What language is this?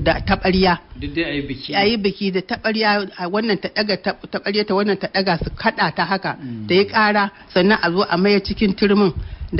Hausa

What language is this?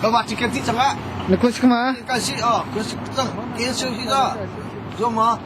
Hakha Chin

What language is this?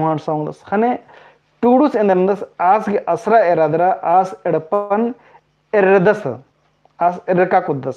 Kurukh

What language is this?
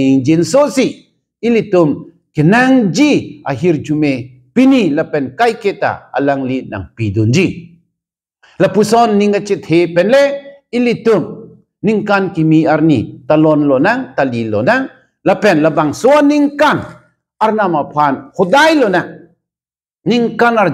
Karbi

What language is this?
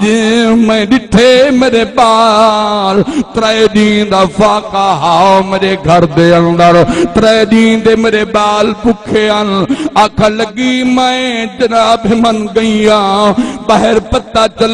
Saraiki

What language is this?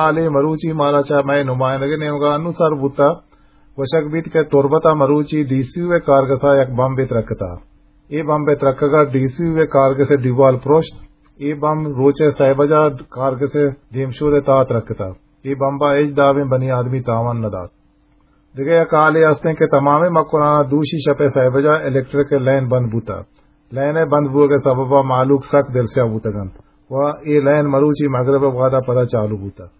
Eastern Balochi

